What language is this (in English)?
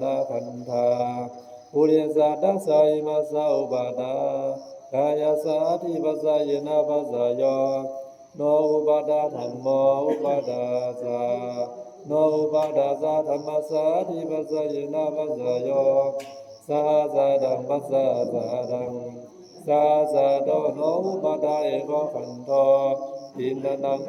Pali